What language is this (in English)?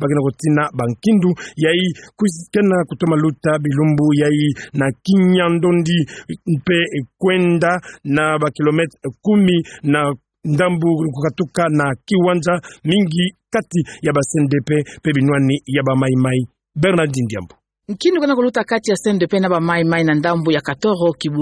Kituba (Democratic Republic of Congo)